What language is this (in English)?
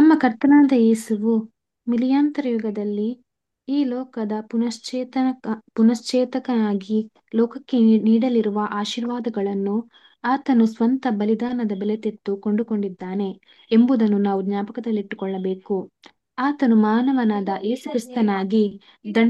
Kannada